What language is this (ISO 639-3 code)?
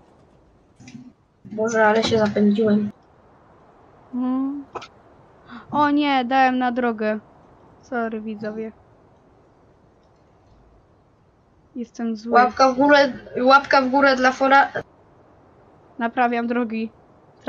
pol